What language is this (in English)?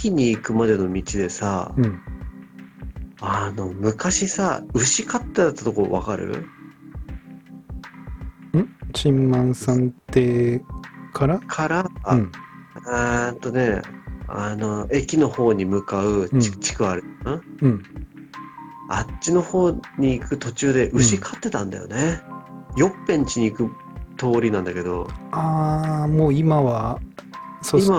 Japanese